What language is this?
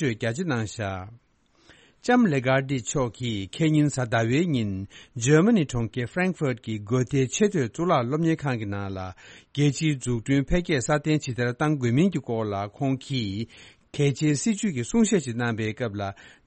Tibetan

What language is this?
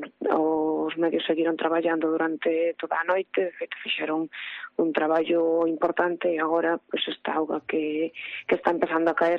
Galician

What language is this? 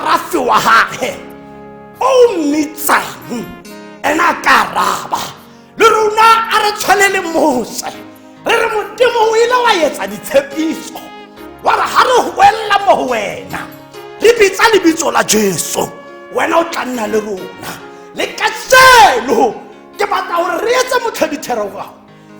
Tswana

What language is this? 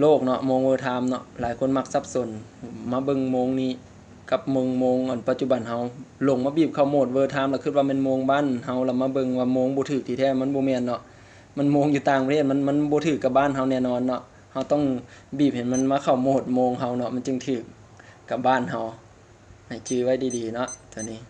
Lao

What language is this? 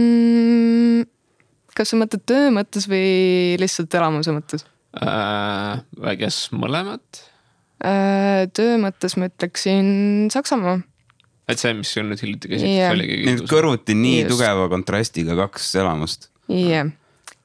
Estonian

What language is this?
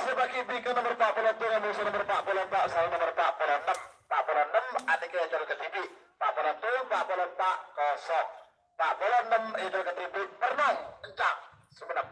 Madurese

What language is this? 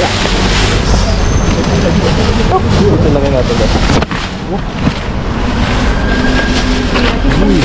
Filipino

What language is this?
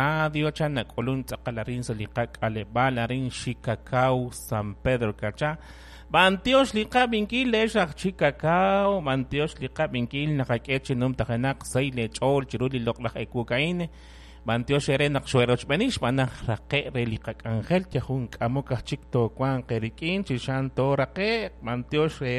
Kekchí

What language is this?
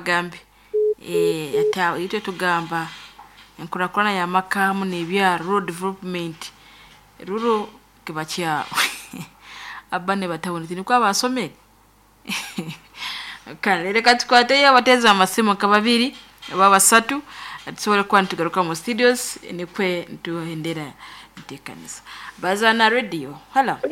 Nyoro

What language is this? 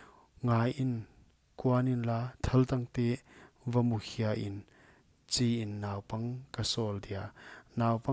Paite Chin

